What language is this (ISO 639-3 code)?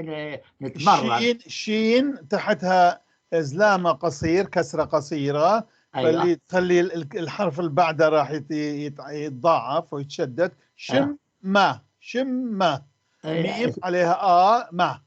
apc